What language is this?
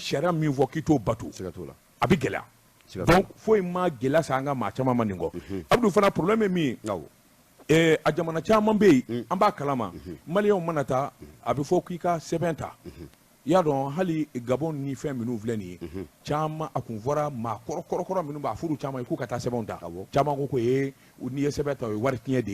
Bambara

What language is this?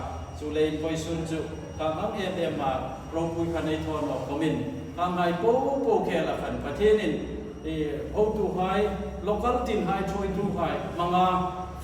Hmar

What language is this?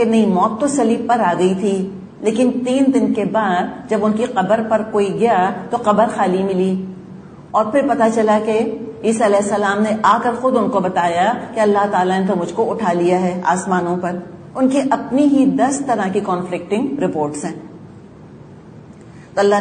Urdu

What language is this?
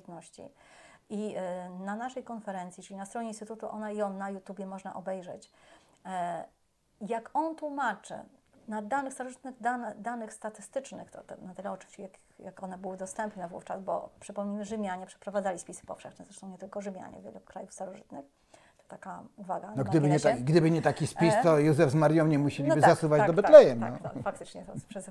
Polish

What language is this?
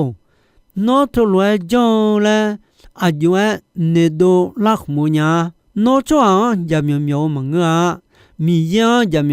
Akha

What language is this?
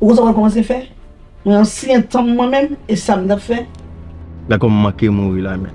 Haitian Creole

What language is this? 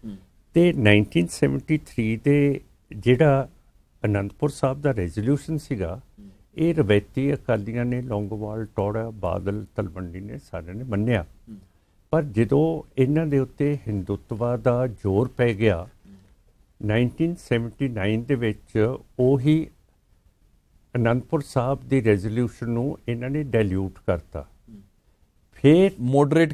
Punjabi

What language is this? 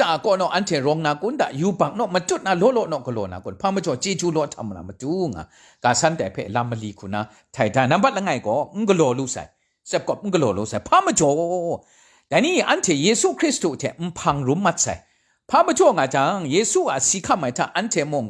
Kachin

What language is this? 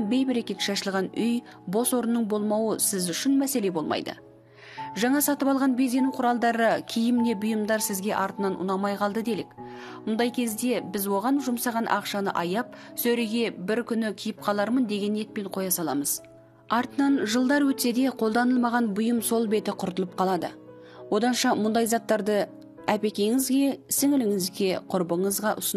Kazakh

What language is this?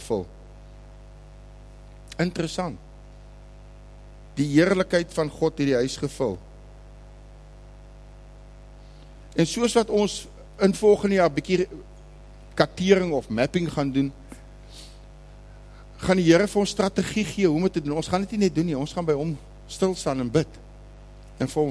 Afrikaans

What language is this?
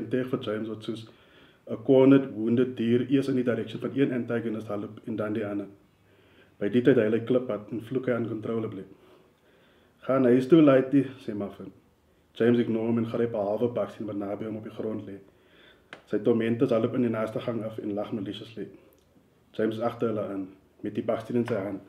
Afrikaans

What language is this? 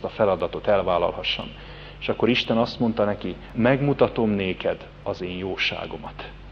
Hungarian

